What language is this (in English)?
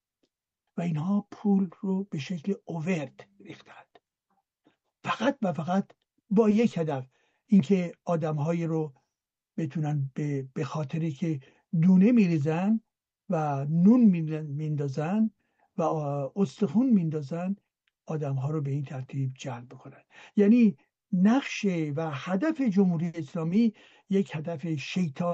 Persian